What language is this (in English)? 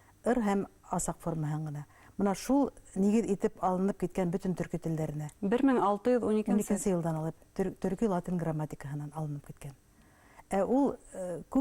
Bashkir